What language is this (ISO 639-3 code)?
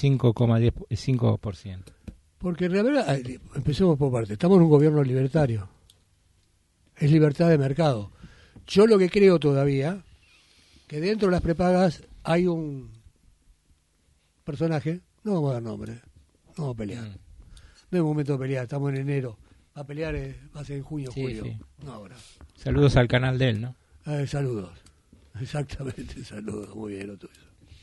spa